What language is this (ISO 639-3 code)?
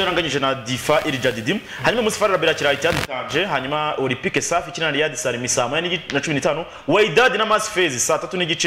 kin